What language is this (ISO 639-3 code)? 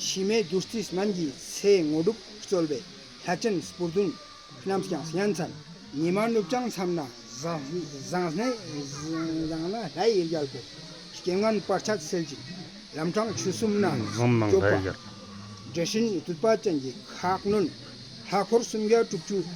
lbj